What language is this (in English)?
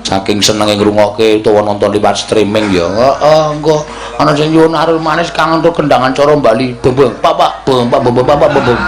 Javanese